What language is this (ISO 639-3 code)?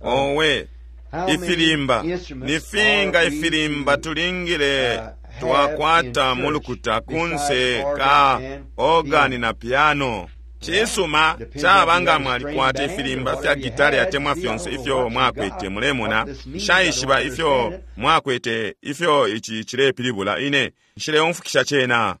bem